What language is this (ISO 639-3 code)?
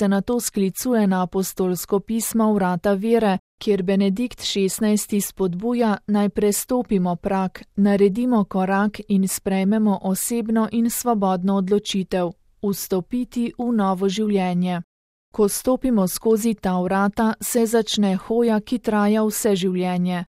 slv